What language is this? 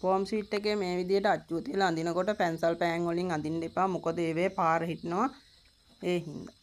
Sinhala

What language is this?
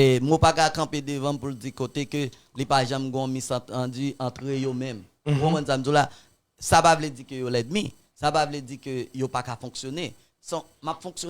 Haitian Creole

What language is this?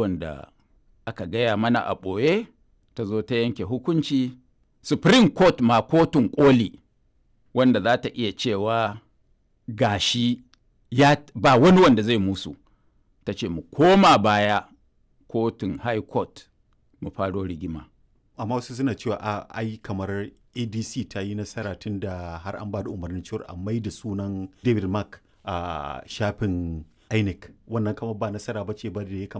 Hausa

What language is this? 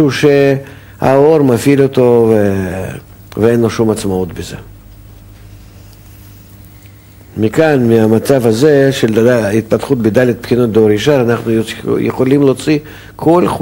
Hebrew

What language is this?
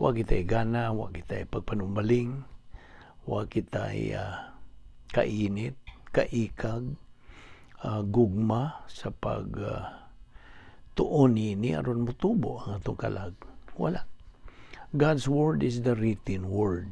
Cebuano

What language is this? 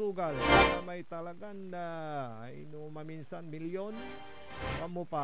Pangasinan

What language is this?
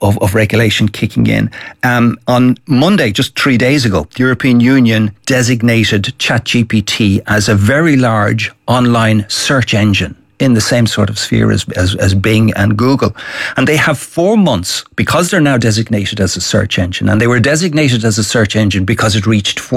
English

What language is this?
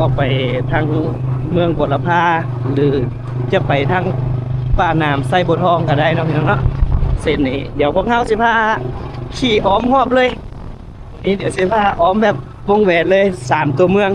Lao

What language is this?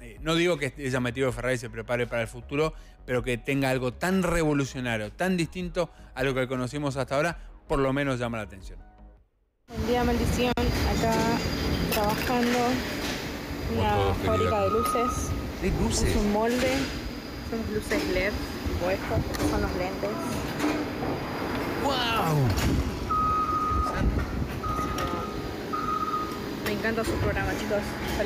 Spanish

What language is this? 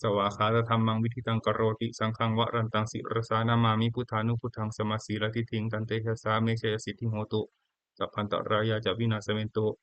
Pali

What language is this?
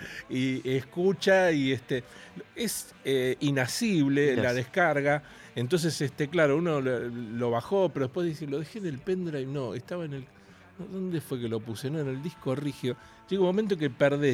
Spanish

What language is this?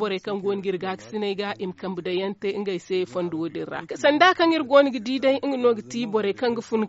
Zarma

